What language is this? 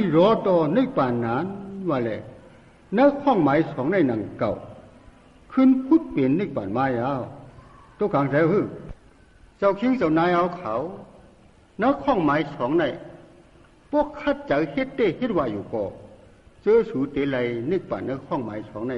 Shan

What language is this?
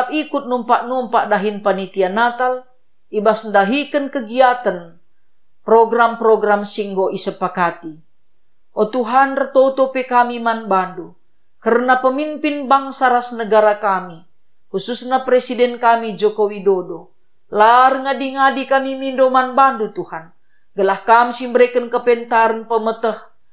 Batak Karo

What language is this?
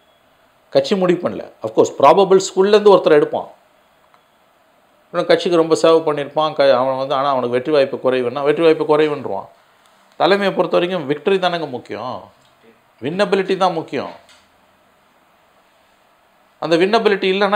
Tamil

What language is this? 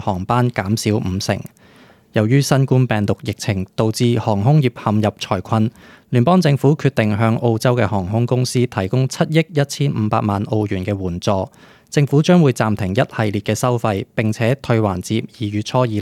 Cantonese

